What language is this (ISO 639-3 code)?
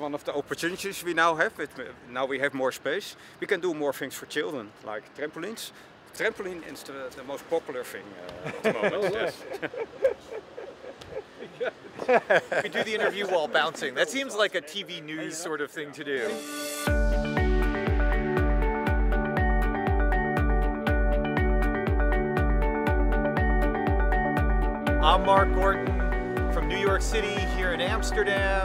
eng